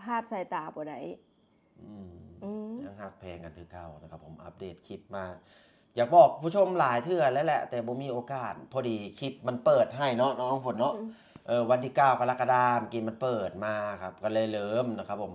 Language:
Lao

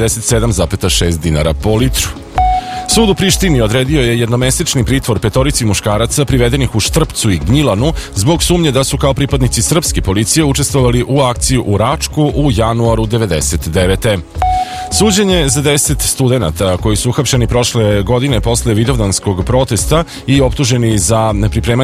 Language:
Serbian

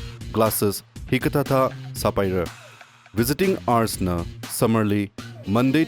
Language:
Tangkhul Naga (India)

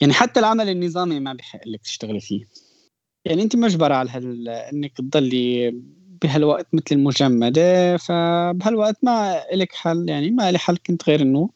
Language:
North Levantine Arabic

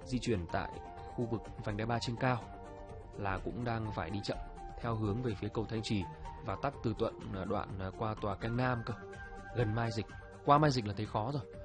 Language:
Vietnamese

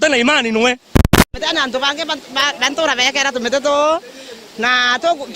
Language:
Meru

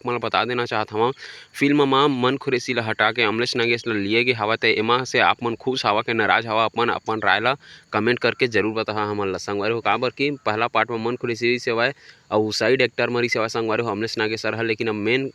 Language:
Chhattisgarhi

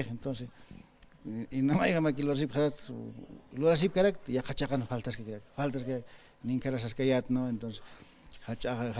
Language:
Aymara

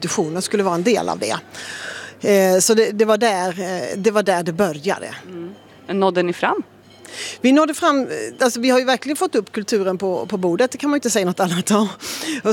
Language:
Swedish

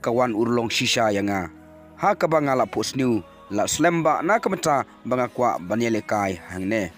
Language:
Khasi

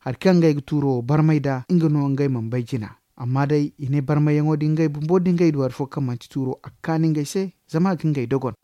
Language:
Zarma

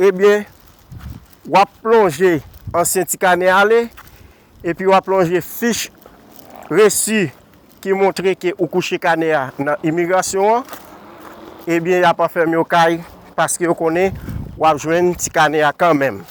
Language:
Haitian Creole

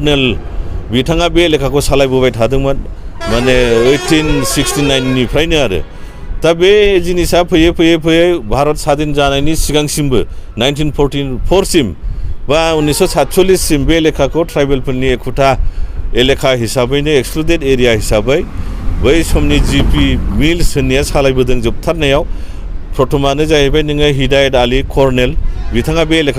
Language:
Bodo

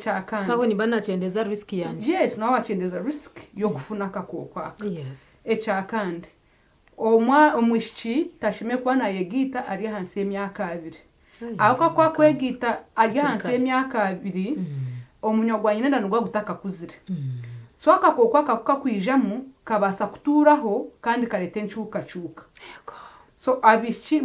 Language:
Nyankole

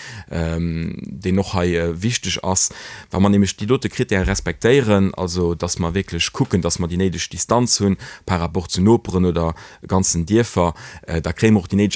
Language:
Luxembourgish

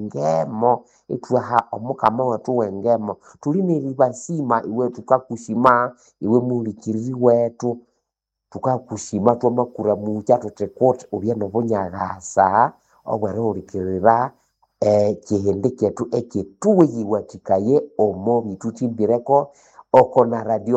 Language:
Nande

